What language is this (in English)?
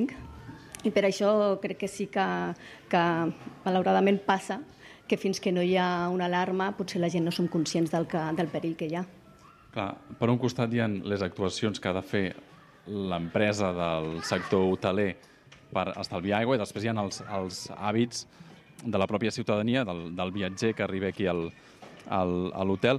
Catalan